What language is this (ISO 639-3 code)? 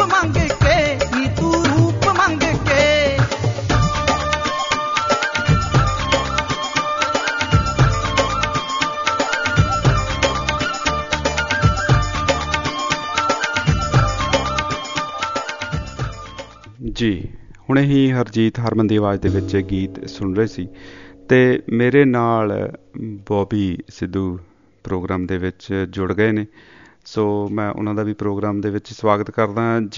pan